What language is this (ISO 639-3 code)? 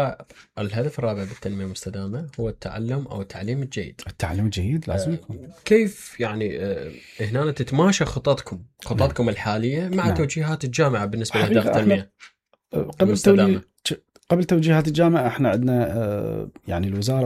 acm